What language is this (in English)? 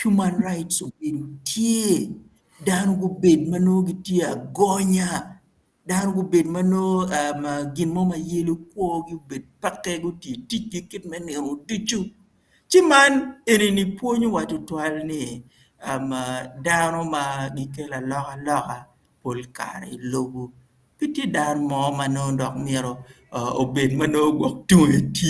Acoli